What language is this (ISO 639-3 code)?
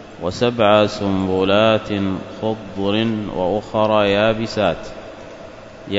ara